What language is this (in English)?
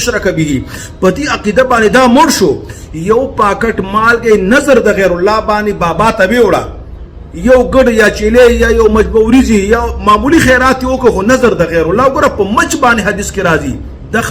Pashto